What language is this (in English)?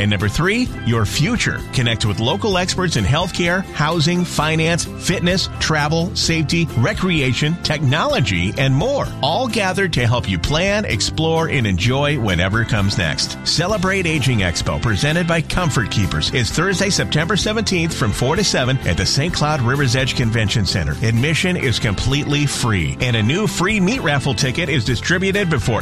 English